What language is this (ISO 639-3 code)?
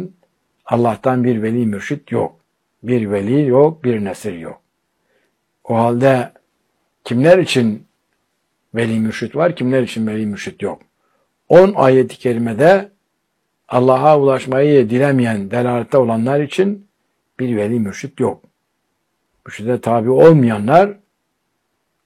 tur